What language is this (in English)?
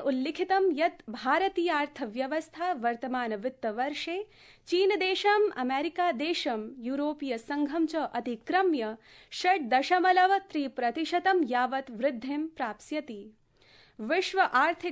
Sanskrit